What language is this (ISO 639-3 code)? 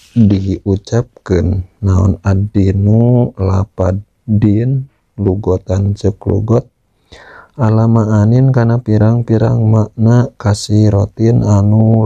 sun